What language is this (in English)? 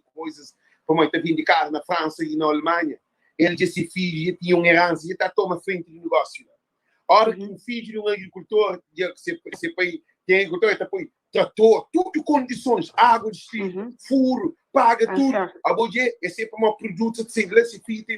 Kabuverdianu